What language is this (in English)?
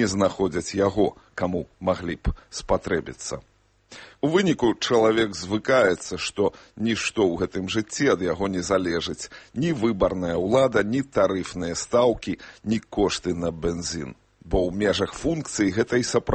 Belarusian